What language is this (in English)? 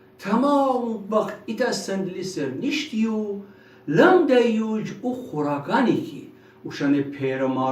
Gilaki